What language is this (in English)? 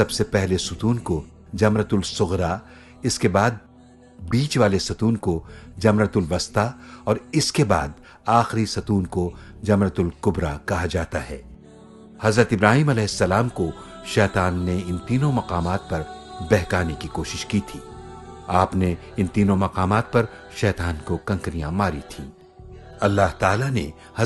Urdu